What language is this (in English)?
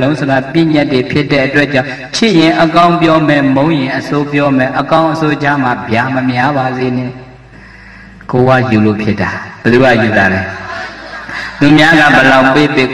Burmese